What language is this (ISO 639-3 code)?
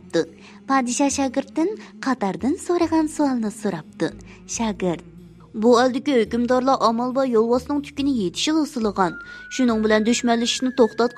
uig